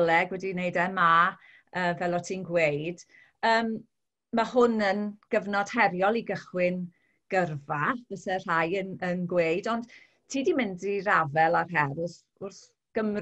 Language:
Welsh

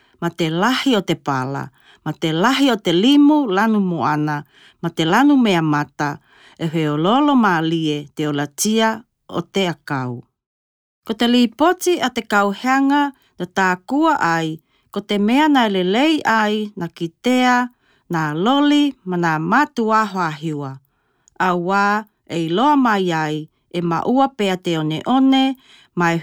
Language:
Tokelau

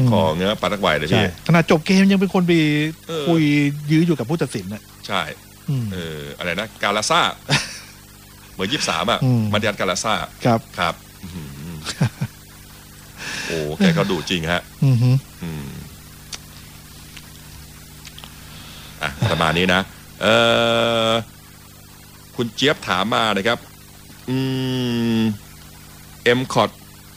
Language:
Thai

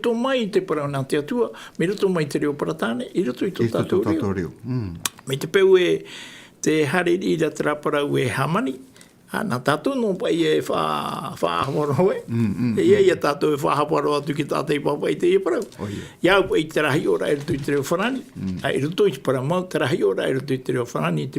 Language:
Tahitian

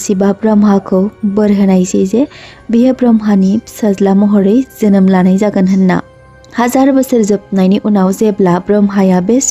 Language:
Bodo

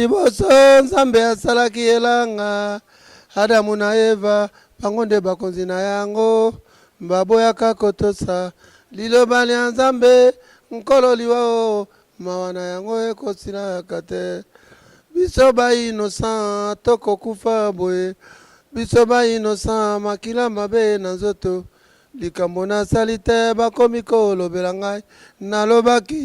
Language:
Lingala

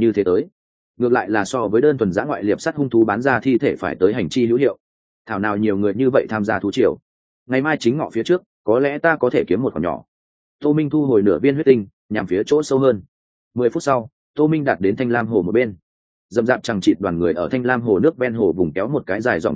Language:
Vietnamese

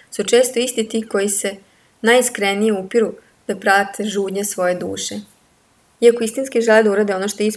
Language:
Serbian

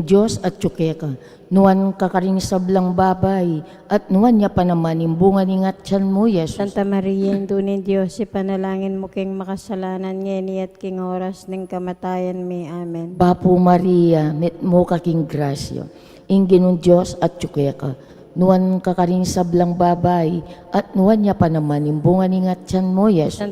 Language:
Pampanga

